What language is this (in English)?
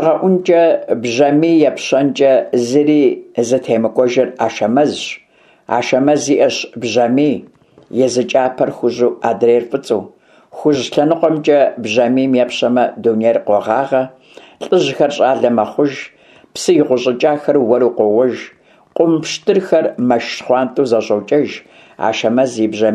Kabardian